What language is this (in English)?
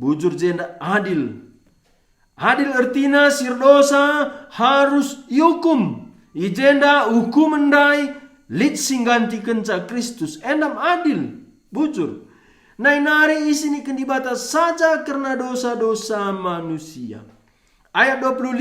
Batak Karo